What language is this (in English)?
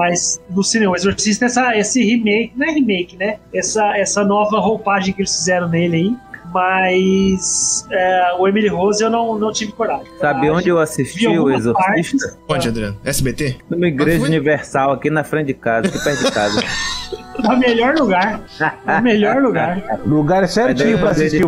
Portuguese